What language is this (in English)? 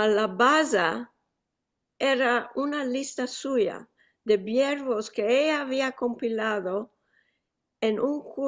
Ladino